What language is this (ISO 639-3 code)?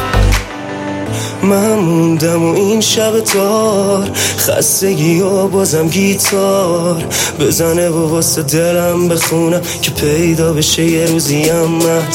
fas